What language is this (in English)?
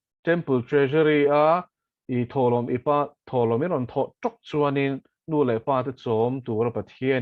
Mizo